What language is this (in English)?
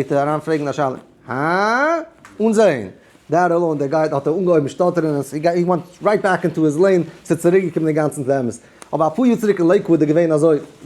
Yiddish